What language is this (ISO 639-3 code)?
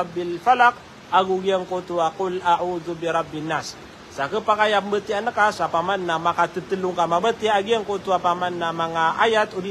mrw